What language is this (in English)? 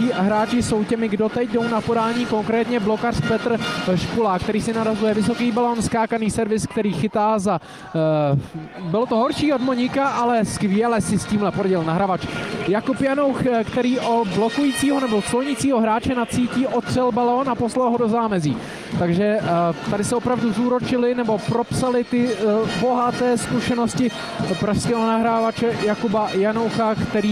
Czech